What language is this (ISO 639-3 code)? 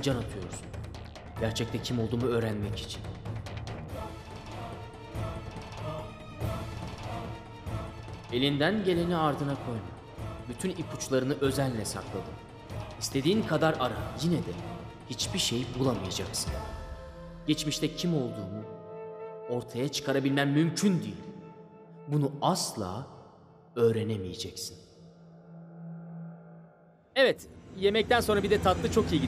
tur